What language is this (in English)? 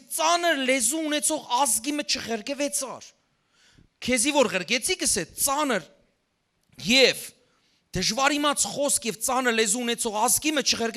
Western Armenian